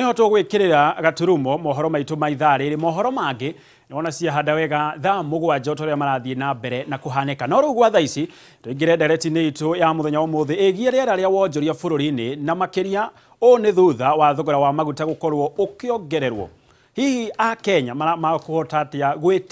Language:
Kikuyu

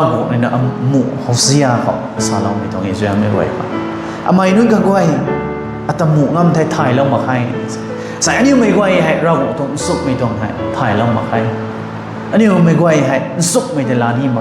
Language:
Rongmei Naga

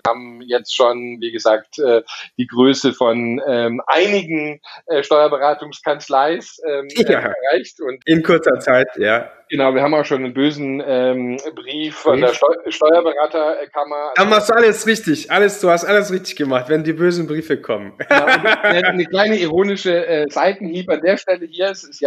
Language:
German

